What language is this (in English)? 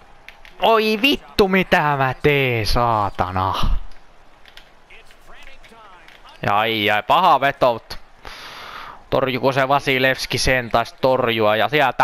Finnish